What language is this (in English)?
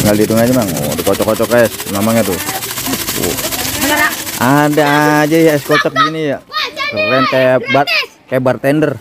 Betawi